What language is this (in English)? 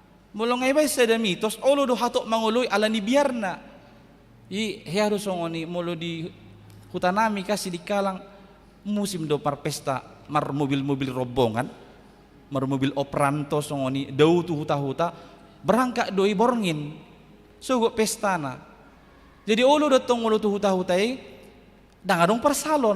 Batak Toba